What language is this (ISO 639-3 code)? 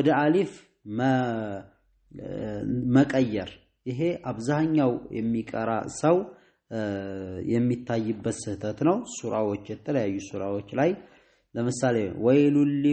amh